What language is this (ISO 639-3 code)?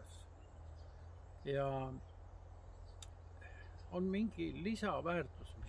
est